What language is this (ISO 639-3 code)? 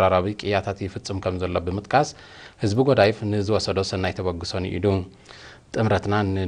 tir